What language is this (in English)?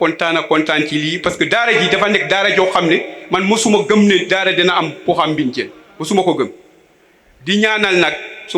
Wolof